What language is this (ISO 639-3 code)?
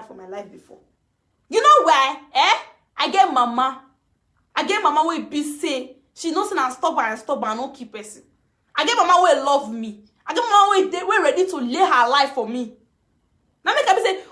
pcm